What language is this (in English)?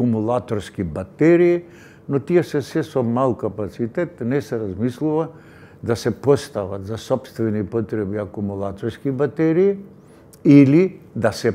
Macedonian